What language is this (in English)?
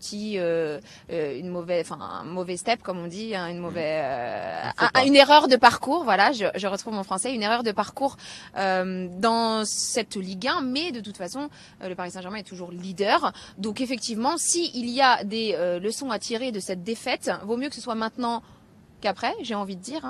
French